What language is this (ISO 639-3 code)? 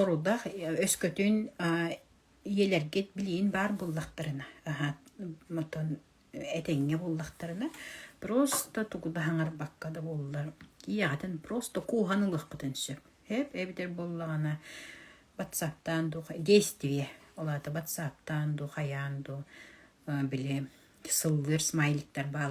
sah